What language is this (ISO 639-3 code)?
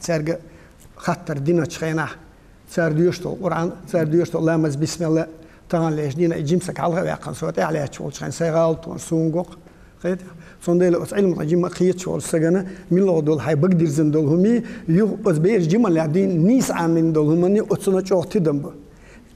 che